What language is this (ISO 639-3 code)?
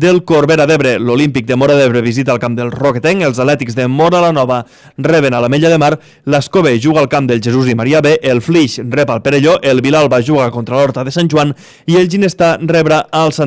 cat